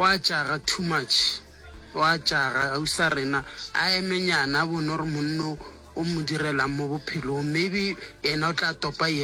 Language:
Northern Sotho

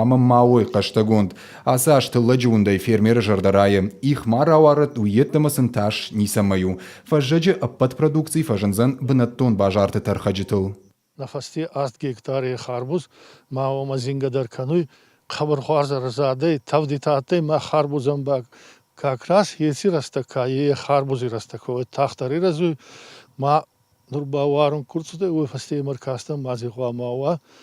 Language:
Ossetic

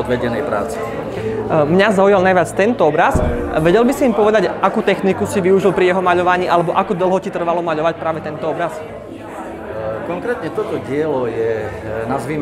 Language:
Slovak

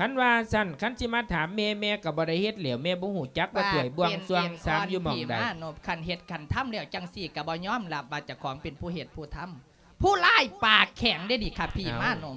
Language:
Lao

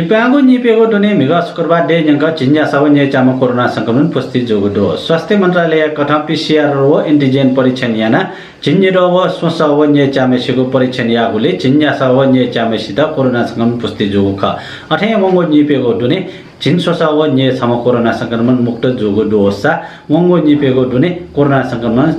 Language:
Newari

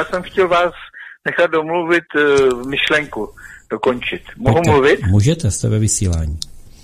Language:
Czech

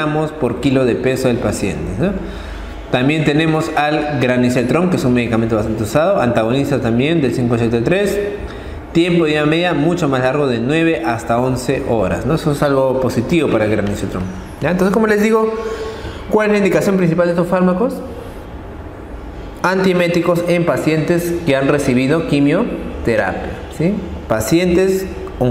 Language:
Spanish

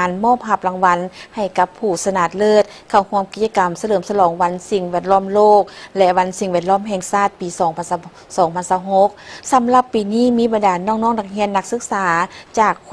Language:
Lao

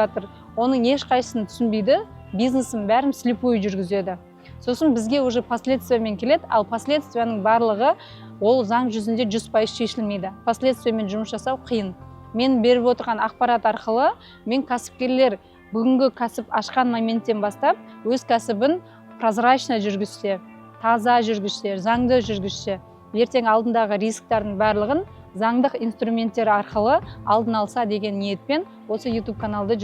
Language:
Kazakh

